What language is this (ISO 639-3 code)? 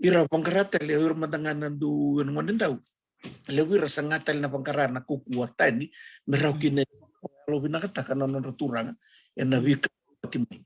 fij